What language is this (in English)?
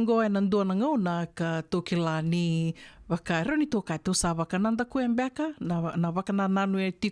Fijian